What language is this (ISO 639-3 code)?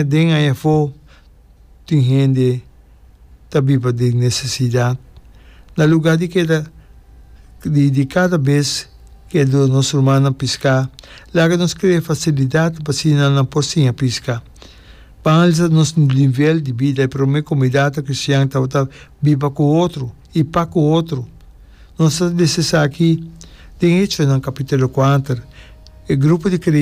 pap